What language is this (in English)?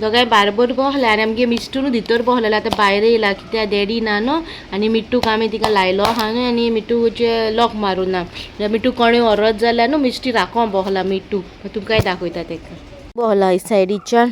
Konkani